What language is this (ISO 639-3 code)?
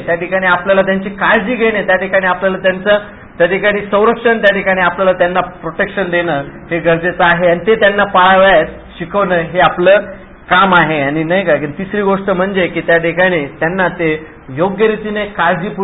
mar